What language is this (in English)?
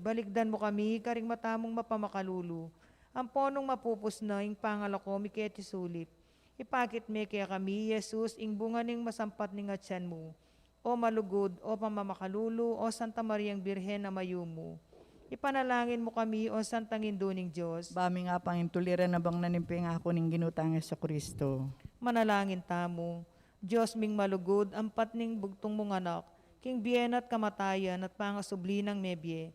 Pampanga